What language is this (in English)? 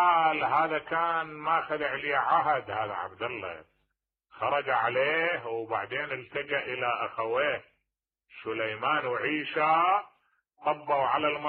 Mesopotamian Arabic